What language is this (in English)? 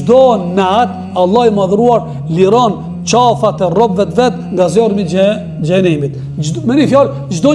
Albanian